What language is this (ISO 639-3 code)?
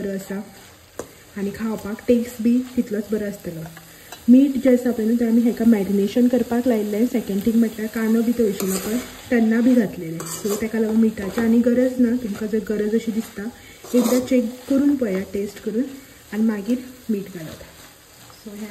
kok